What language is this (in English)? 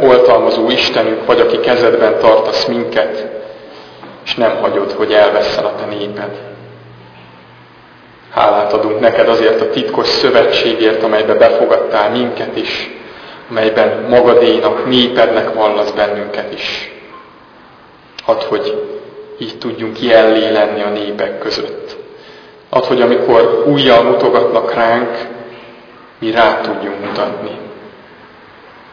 Hungarian